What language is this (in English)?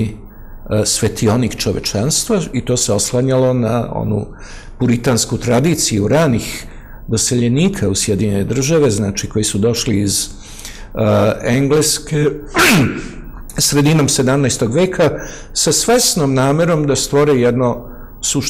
Serbian